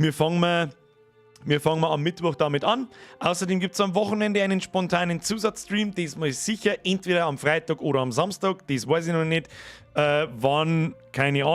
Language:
Bavarian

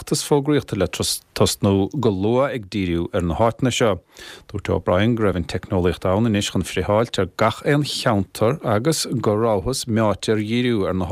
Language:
Irish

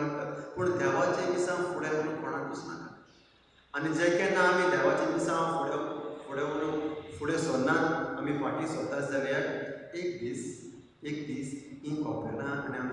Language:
Konkani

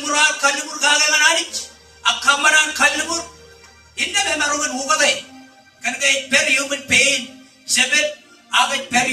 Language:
Marshallese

